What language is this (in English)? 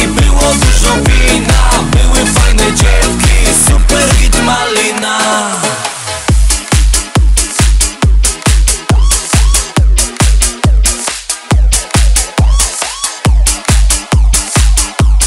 Polish